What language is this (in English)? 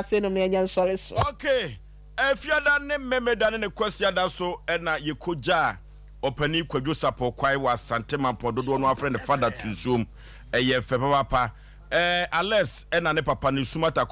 Akan